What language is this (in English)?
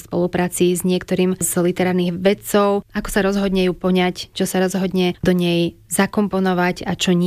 Slovak